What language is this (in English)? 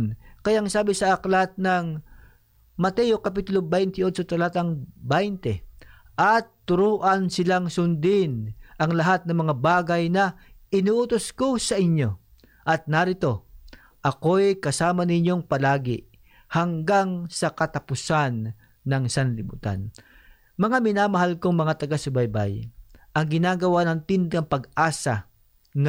Filipino